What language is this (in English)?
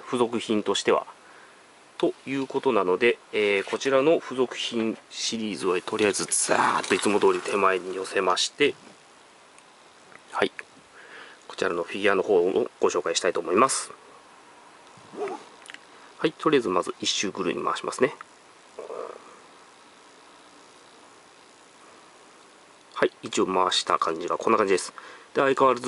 Japanese